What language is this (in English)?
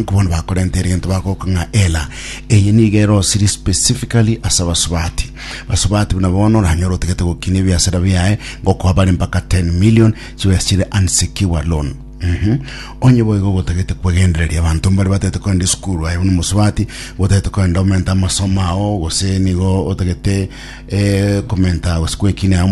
Gusii